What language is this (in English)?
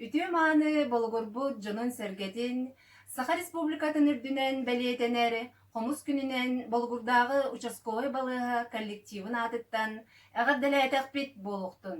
Yakut